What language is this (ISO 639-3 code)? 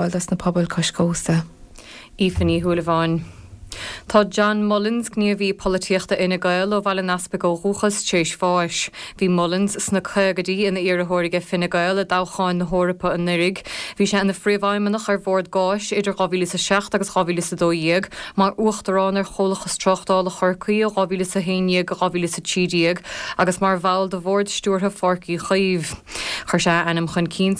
gle